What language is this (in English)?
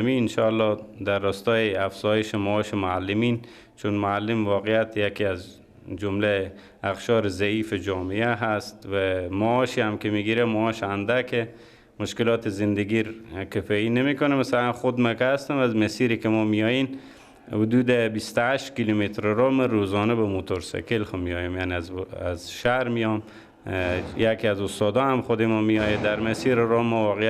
Persian